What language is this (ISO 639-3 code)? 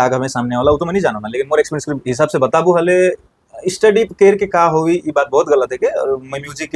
sck